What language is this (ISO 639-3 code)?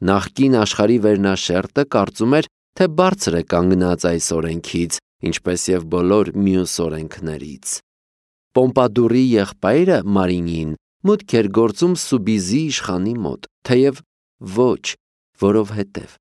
hye